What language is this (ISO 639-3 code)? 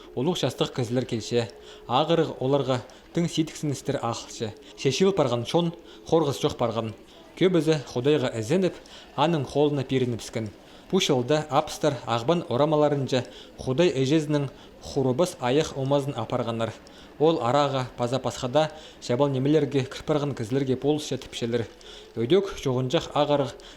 kjh